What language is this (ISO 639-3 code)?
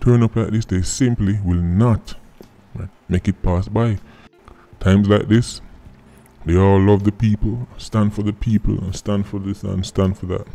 jam